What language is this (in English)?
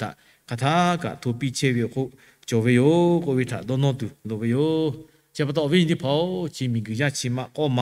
Lahu